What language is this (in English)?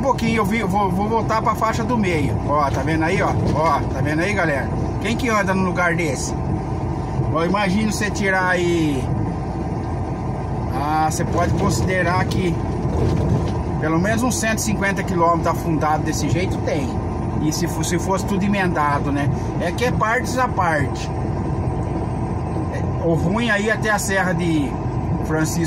Portuguese